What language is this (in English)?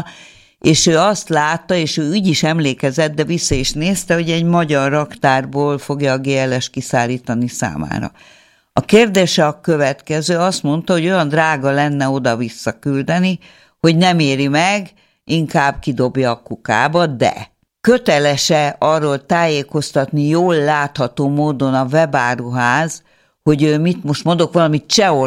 Hungarian